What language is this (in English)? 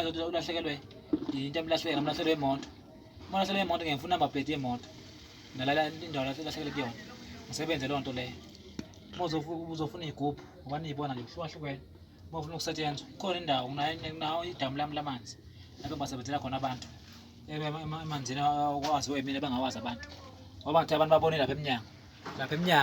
Zulu